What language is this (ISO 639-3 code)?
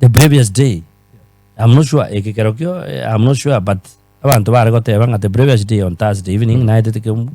guz